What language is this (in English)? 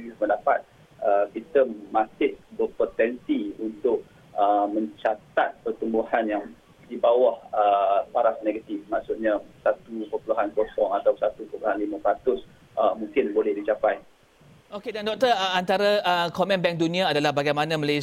Malay